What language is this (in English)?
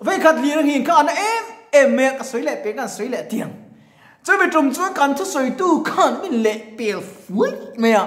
Mizo